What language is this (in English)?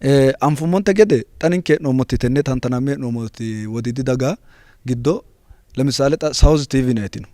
Sidamo